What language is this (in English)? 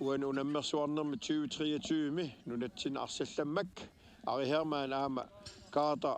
Kalaallisut